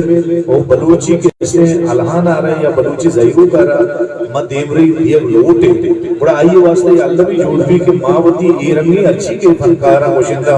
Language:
Eastern Balochi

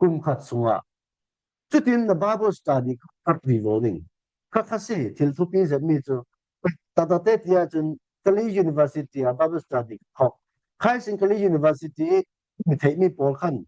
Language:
Falam Chin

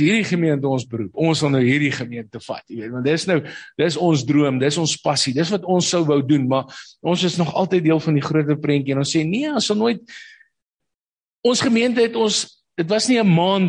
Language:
Afrikaans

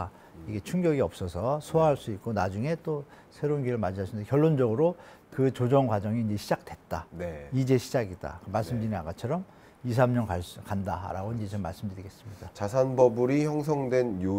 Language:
Korean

